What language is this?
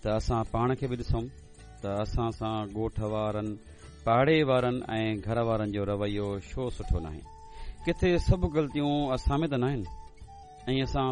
Sindhi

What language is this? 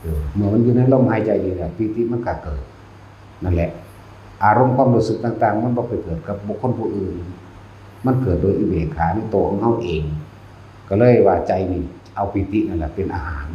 Northeastern Thai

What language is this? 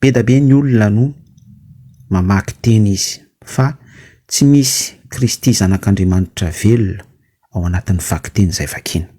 Malagasy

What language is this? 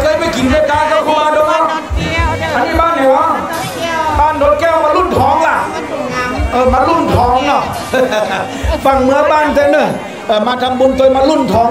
Thai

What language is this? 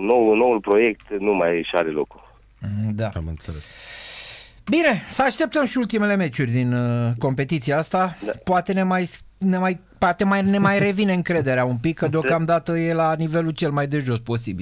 Romanian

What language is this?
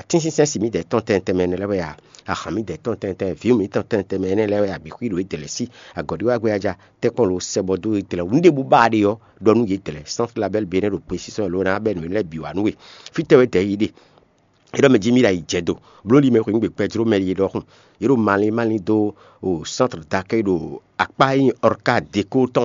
Fon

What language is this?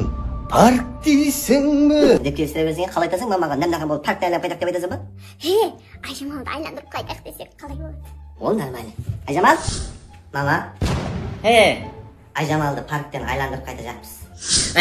Kara-Kalpak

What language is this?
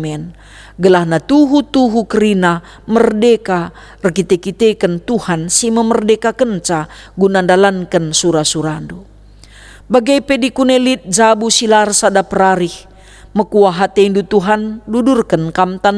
Batak Karo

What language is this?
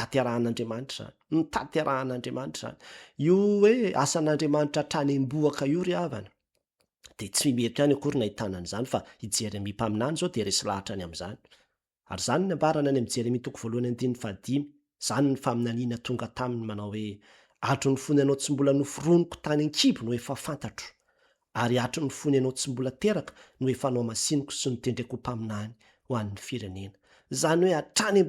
Malagasy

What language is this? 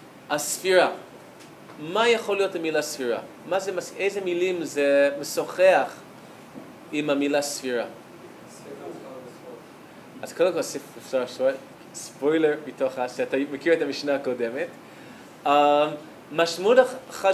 Hebrew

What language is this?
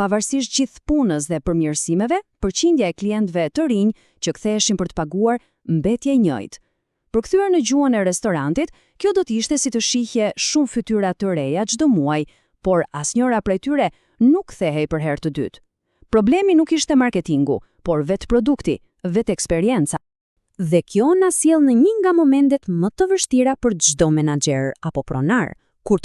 Albanian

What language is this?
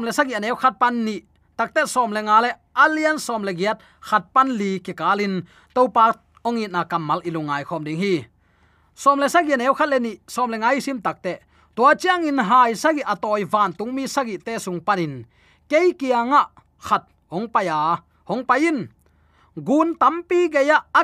Tedim Chin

